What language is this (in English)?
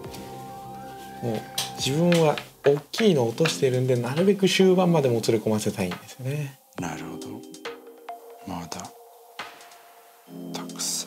Japanese